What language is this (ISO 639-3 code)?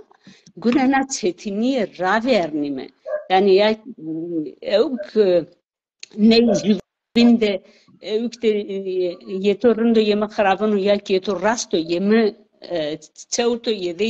zza